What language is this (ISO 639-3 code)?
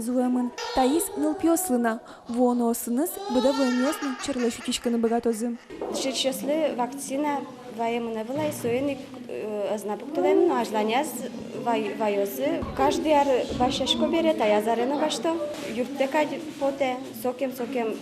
udm